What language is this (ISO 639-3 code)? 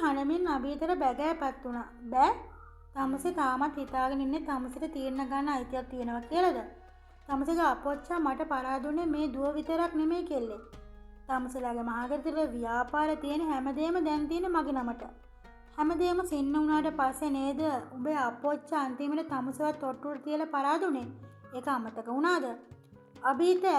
sin